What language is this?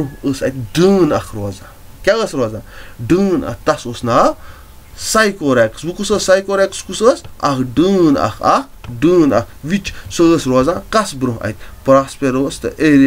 Kashmiri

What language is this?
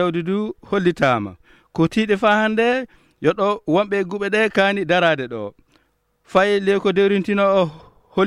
Fula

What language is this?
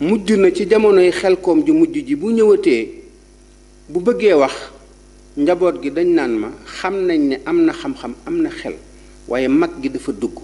Wolof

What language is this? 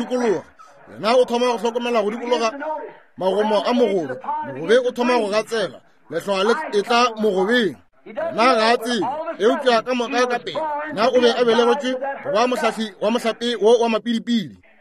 Northern Sotho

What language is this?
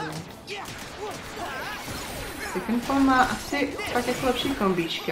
Czech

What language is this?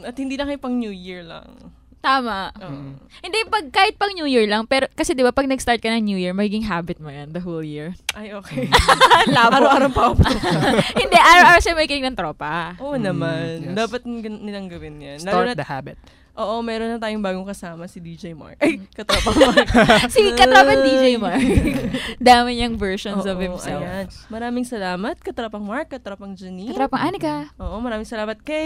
Filipino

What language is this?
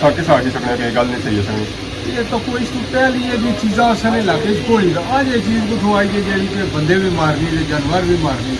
Pahari-Potwari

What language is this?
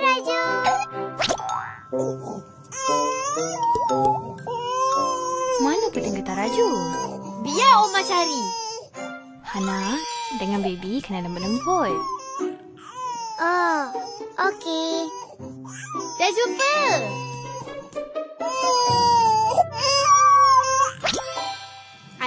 Malay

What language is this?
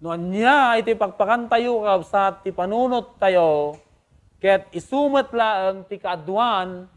Iloko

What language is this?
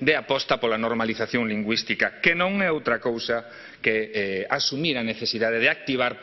Galician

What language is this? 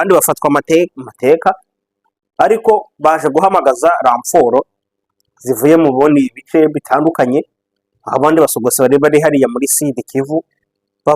Kinyarwanda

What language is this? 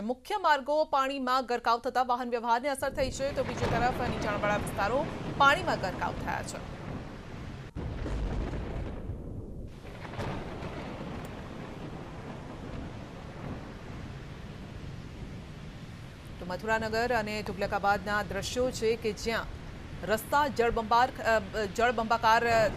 Gujarati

